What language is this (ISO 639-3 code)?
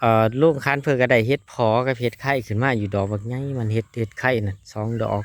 tts